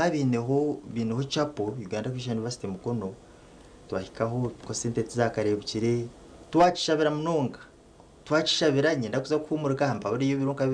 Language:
Nyankole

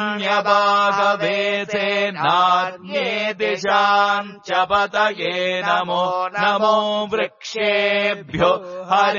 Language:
Sanskrit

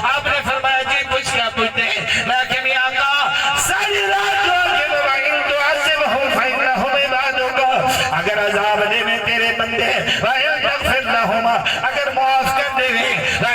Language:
Saraiki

